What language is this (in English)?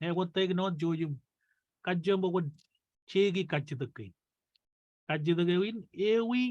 Marshallese